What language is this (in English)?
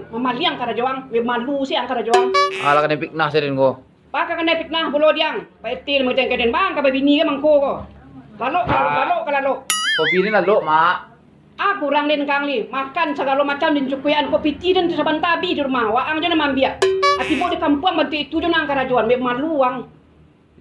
Minangkabau